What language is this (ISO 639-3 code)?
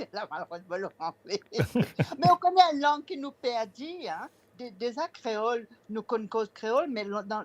mfe